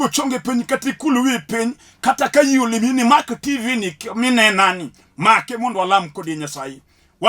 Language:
Luo (Kenya and Tanzania)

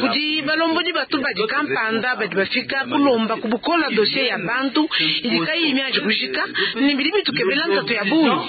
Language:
Luba-Lulua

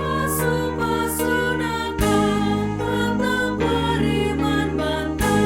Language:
Batak Karo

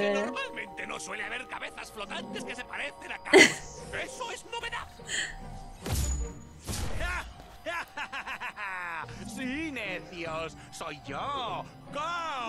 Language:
Spanish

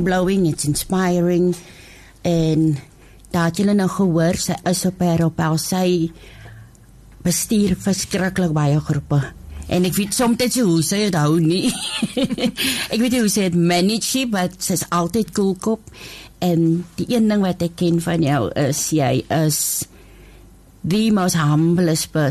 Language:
Afrikaans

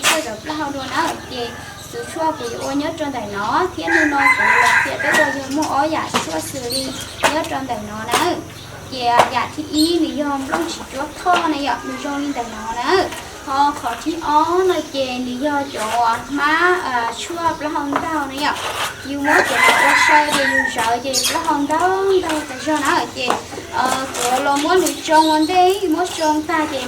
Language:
Hmong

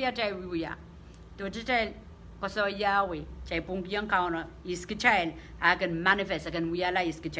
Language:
Pohnpeian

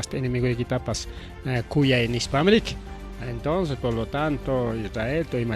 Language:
Ayacucho Quechua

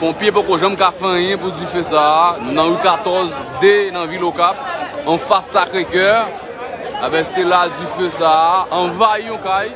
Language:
Haitian Creole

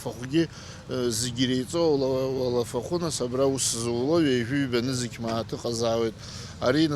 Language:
Abkhazian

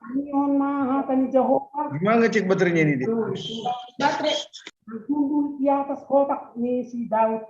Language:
Batak Simalungun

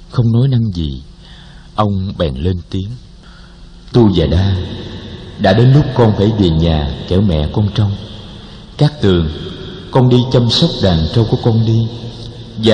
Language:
Vietnamese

